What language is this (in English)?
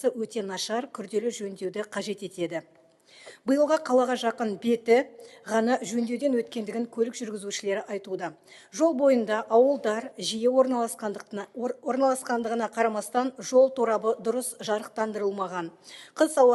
Kazakh